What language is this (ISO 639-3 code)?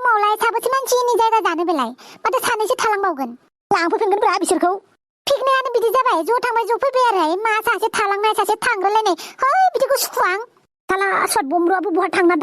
brx